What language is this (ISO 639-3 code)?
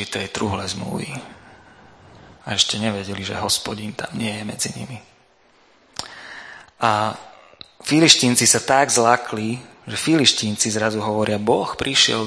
slk